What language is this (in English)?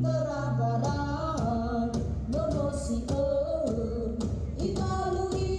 Nias